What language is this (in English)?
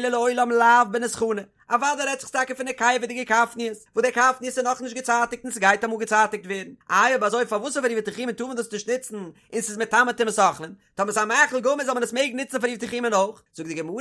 Yiddish